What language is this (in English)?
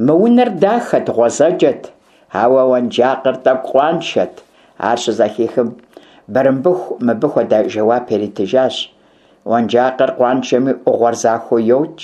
Kabardian